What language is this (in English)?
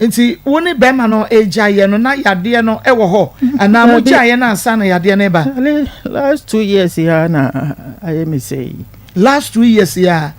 Akan